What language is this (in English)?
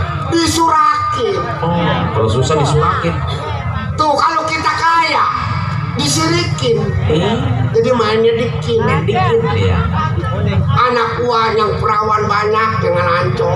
Betawi